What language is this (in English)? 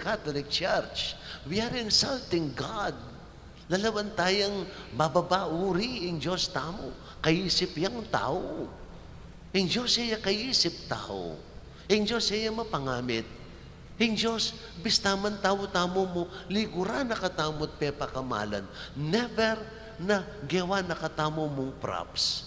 Pampanga